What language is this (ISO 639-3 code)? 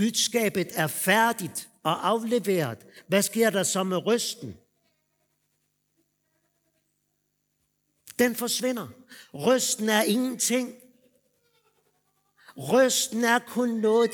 dan